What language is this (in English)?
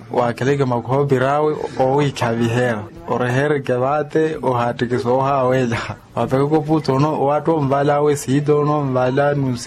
Makhuwa